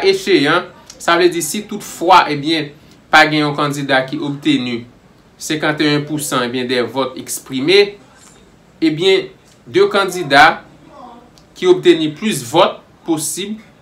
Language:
Haitian Creole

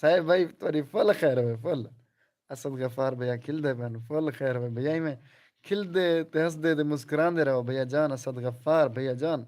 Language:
Saraiki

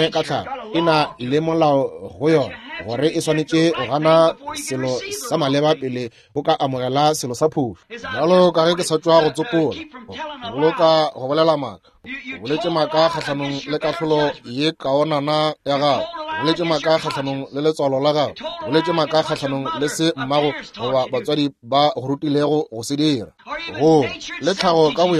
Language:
Northern Sotho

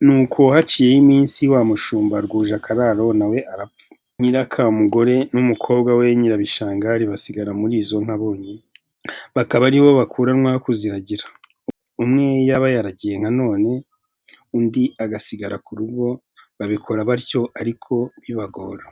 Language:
Kinyarwanda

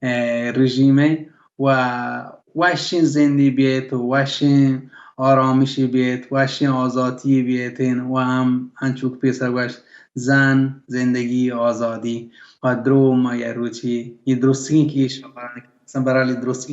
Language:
Baluchi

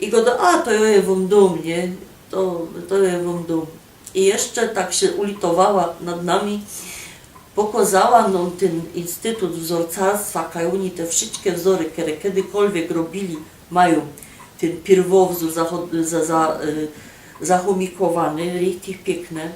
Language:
Silesian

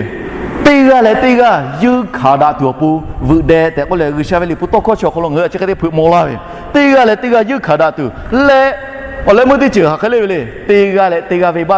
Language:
Lahu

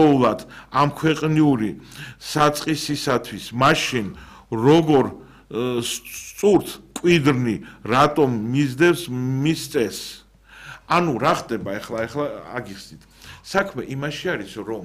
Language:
Georgian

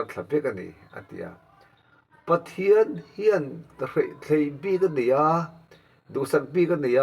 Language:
Mizo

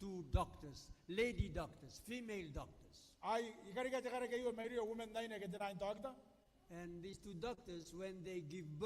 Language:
Gilbertese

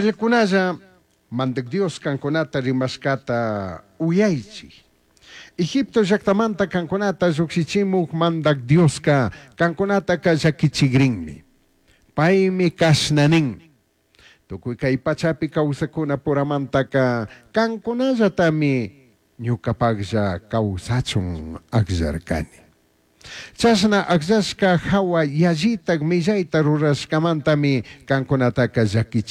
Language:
Chimborazo Highland Quichua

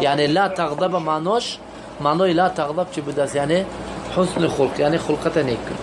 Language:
Tajik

